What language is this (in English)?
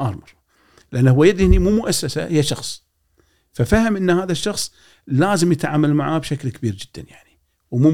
Gulf Arabic